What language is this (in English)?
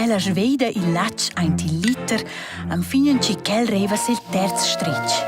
Romansh